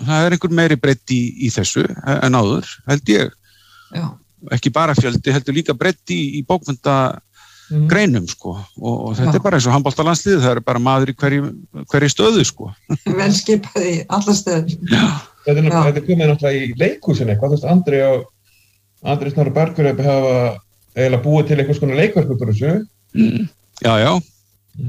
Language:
Icelandic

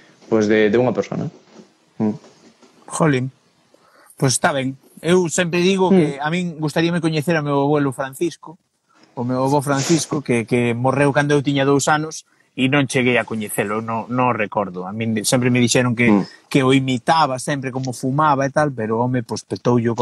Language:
Galician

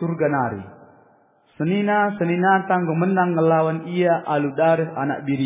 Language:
Batak Karo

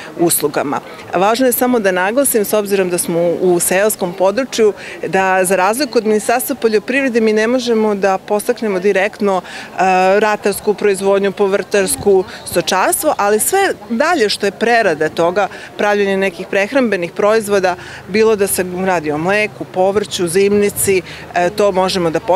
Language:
Serbian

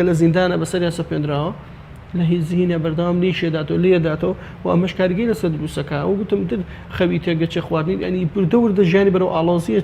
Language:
Central Kurdish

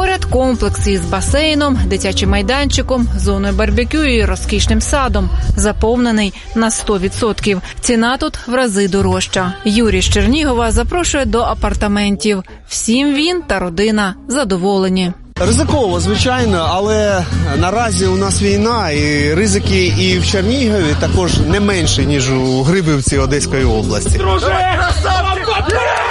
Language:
Ukrainian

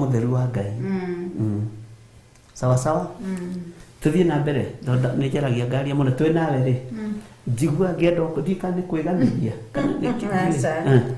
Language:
Kikuyu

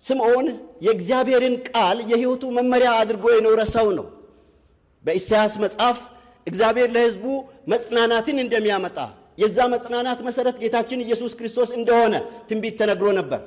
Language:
Amharic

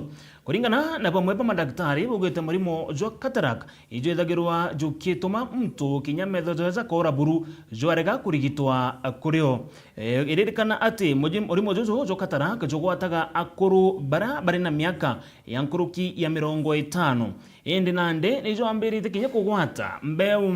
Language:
Meru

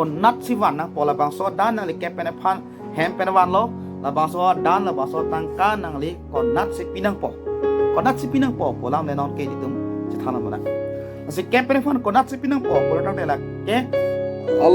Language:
Karbi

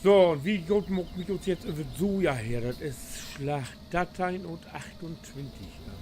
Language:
Low German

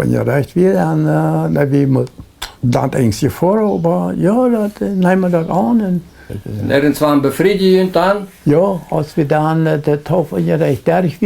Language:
Plautdietsch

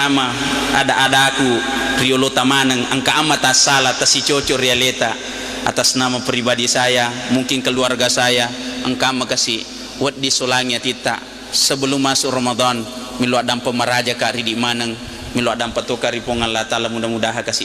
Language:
Buginese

